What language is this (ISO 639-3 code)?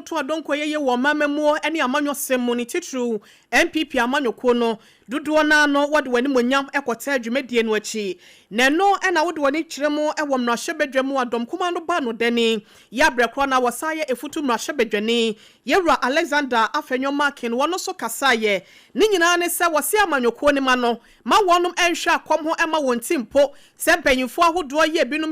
aka